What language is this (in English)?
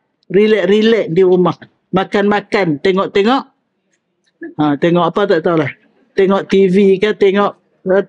Malay